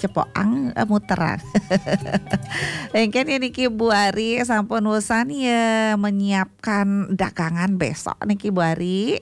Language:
Balinese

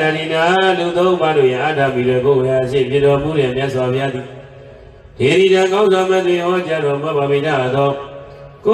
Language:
Burmese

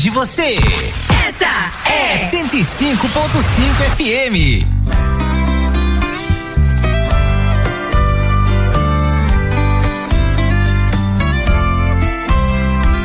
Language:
Portuguese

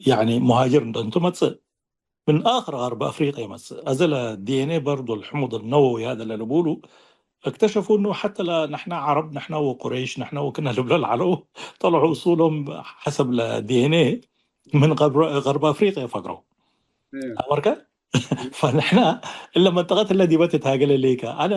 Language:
Tigre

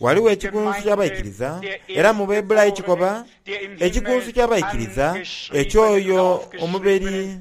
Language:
Soga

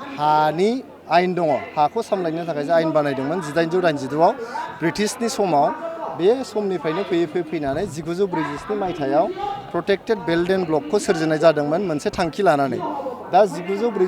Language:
Bodo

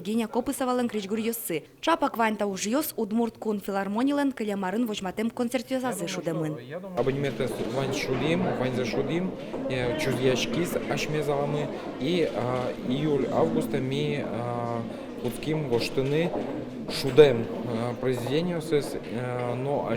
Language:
Udmurt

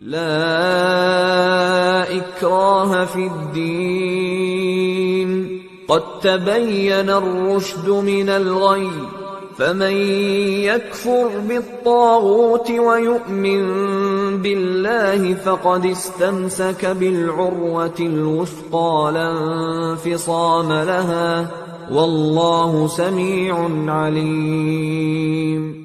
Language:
Persian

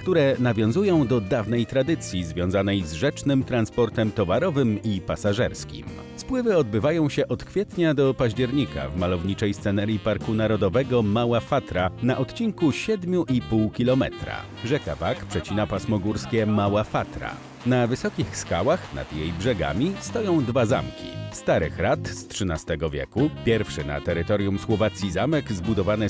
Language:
Polish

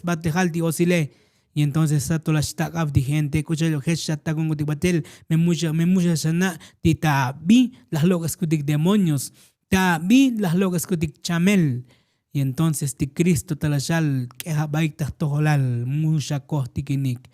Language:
Tzotzil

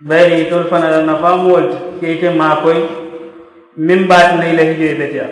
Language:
Mandingo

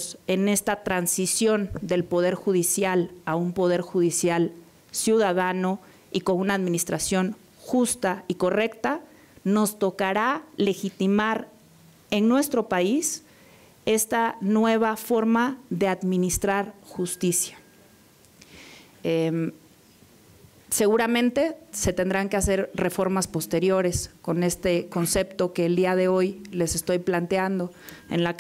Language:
Spanish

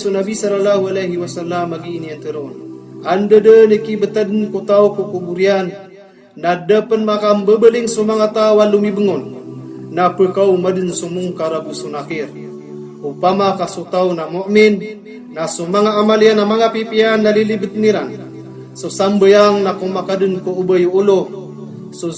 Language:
Maranao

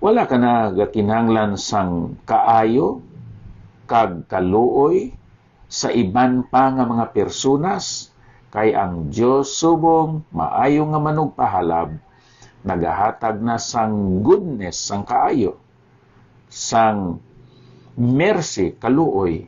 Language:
Hiligaynon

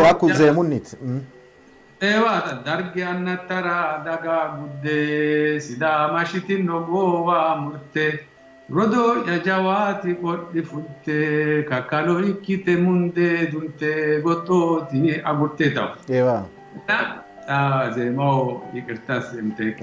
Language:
Sidamo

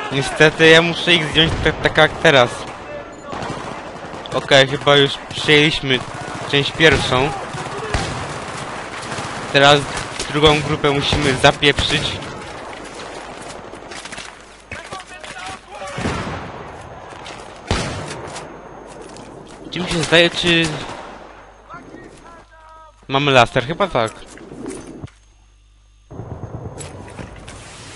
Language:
Polish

